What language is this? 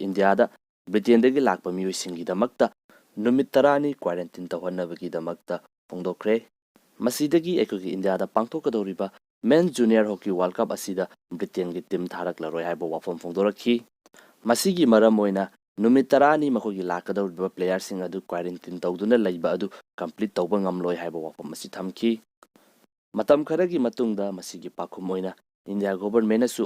Manipuri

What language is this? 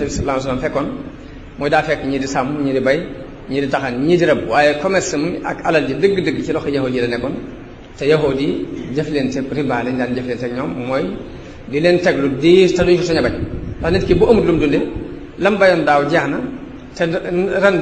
Wolof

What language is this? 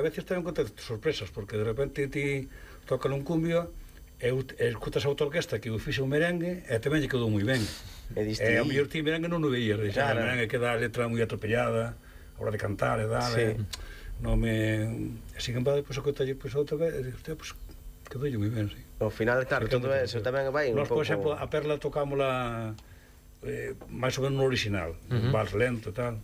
Galician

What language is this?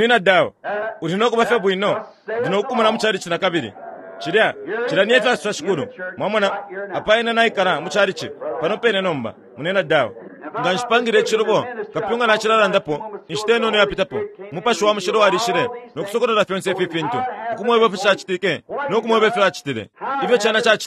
Bemba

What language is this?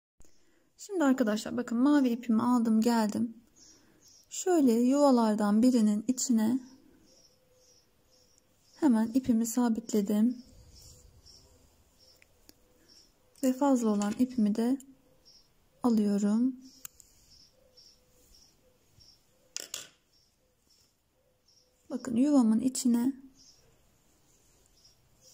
Turkish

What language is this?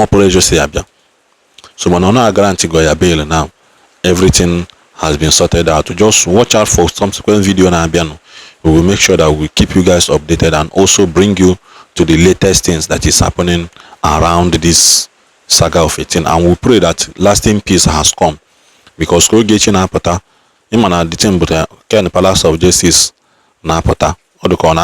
Igbo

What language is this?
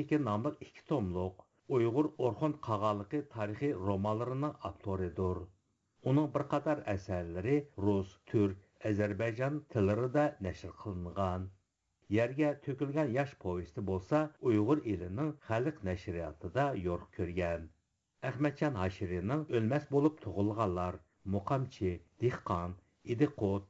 Uyghur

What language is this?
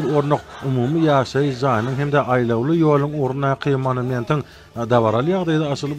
Turkmen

